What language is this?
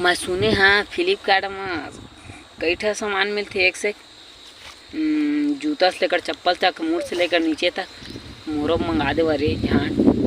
Chhattisgarhi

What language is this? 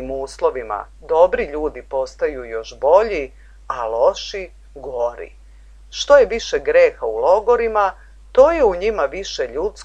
Serbian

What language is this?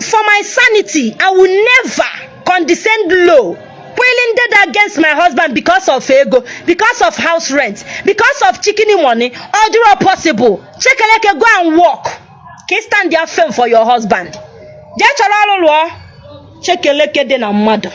Igbo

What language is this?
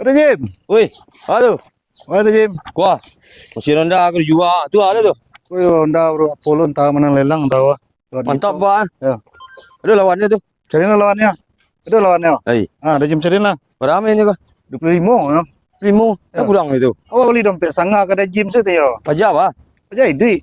Minangkabau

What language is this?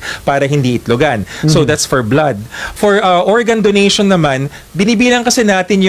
Filipino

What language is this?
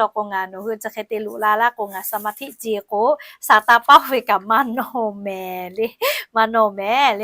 Lahu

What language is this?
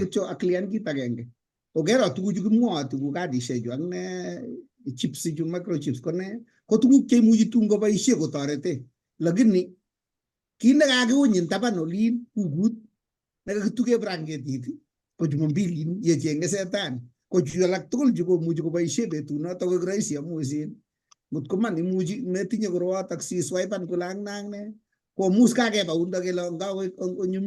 Kalenjin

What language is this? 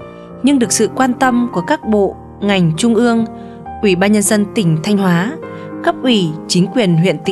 Vietnamese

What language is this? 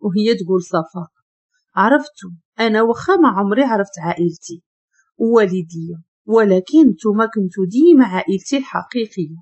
Moroccan Arabic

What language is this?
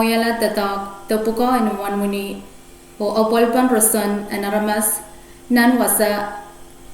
Pohnpeian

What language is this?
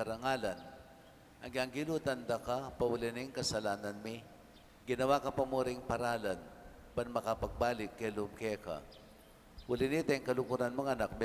Pampanga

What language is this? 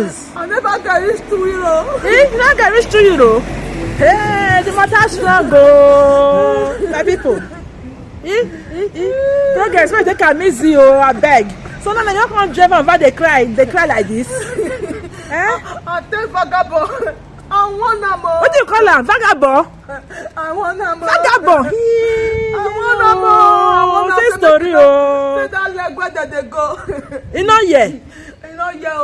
Nigerian Pidgin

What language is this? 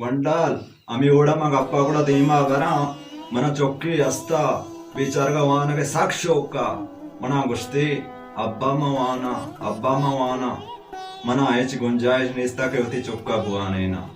Baluchi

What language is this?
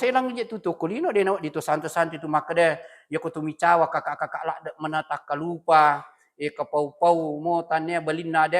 Buginese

